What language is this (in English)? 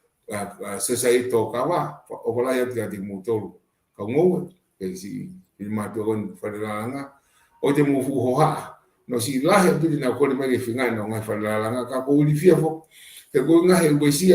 Tongan